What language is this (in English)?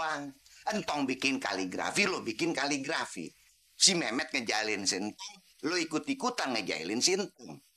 Betawi